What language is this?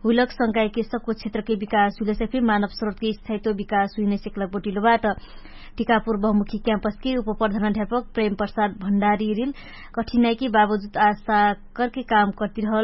Dangaura Tharu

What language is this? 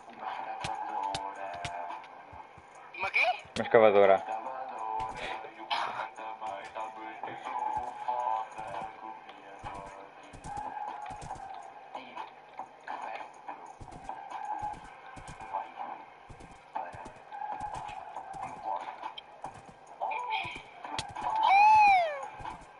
Portuguese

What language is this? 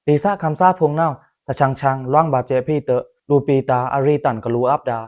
Pa'o Karen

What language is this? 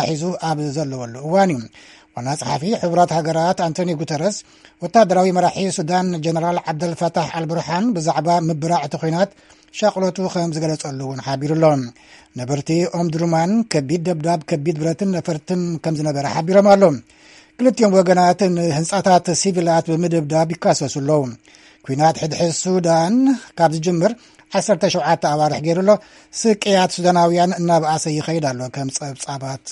Tigrinya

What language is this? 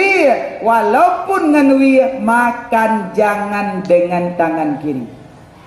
Achinese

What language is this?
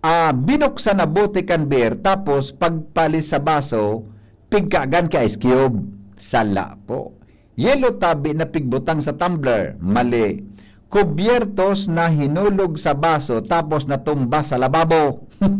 Bikol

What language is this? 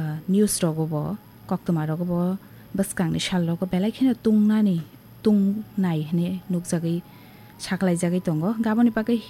Kok Borok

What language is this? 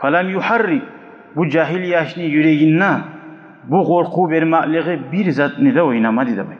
Kumyk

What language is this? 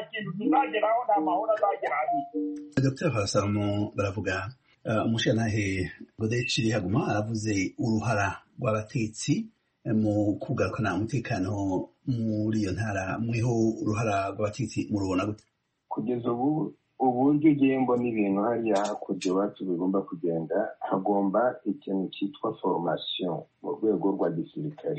Kinyarwanda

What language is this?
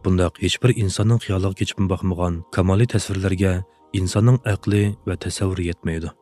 Uyghur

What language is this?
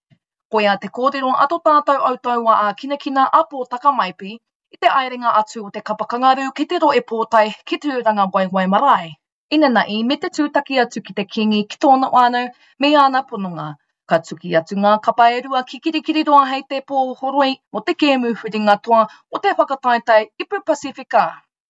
Māori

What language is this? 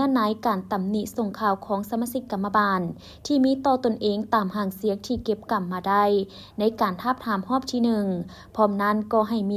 Lao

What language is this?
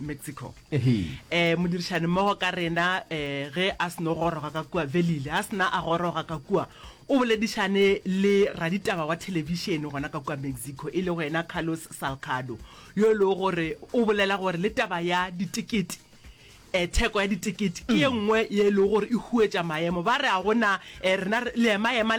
Northern Sotho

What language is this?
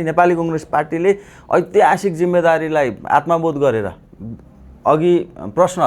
Nepali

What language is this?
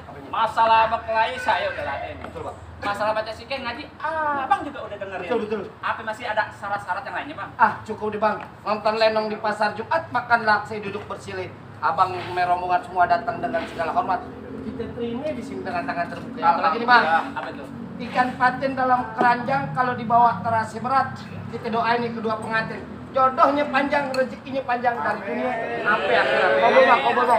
Betawi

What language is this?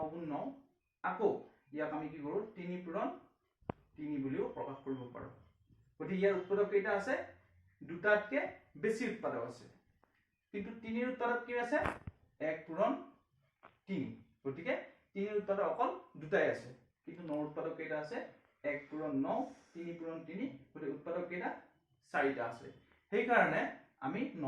Assamese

